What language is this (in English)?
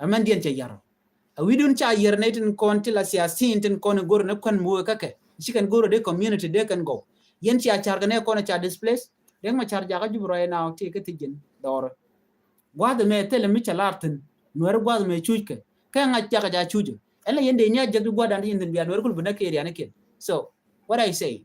Nuer